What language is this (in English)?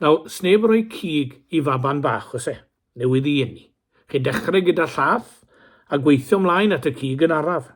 Welsh